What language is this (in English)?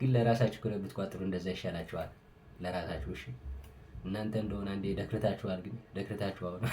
Amharic